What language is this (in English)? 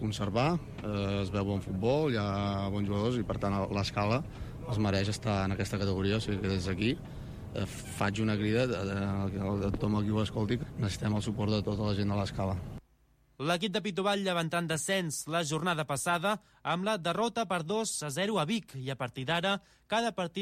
Catalan